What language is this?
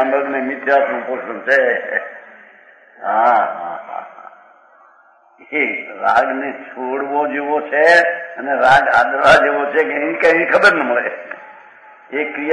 Gujarati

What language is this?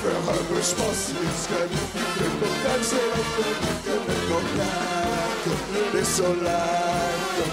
Limburgish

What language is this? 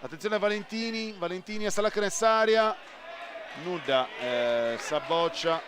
Sardinian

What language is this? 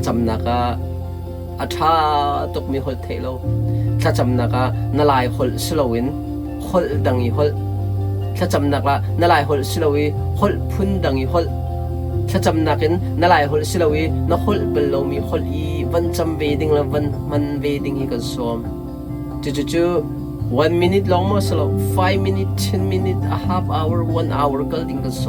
Hakha Chin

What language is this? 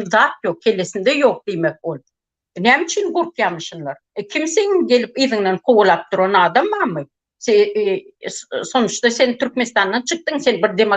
Turkmen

